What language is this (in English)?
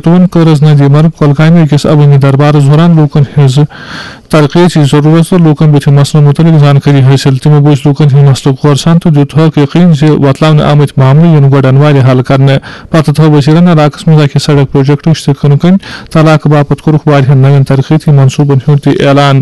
Kashmiri